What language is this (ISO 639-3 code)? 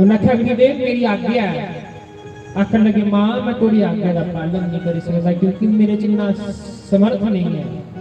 doi